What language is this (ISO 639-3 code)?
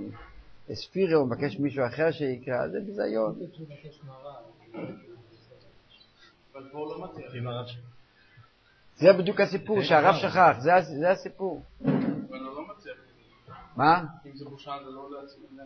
heb